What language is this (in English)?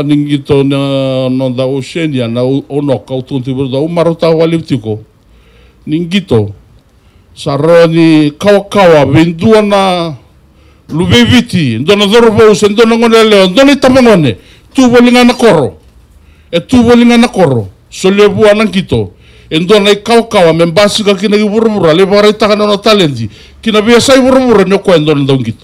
Fijian